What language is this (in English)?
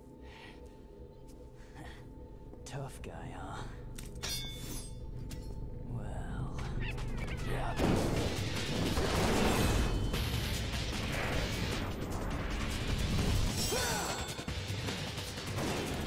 English